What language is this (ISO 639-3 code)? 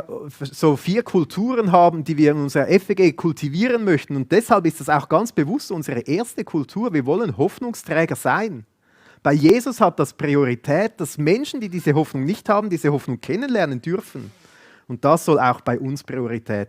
gsw